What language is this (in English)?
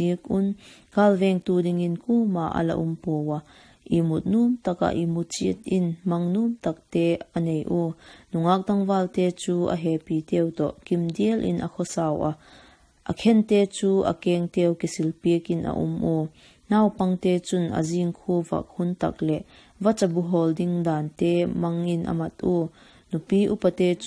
Vaiphei